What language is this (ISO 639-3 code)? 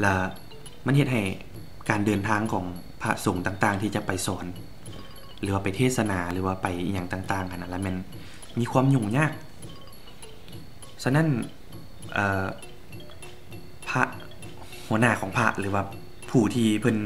lao